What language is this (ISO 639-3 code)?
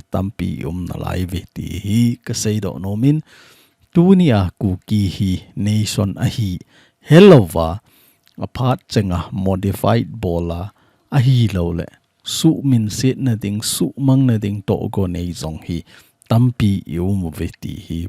tcz